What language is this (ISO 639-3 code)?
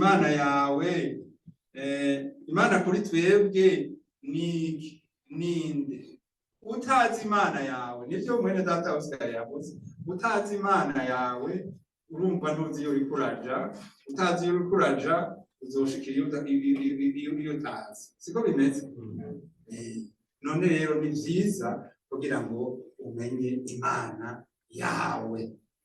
run